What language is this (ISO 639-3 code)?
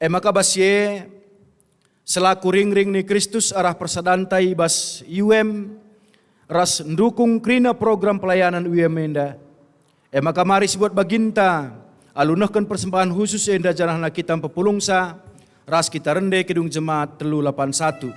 btx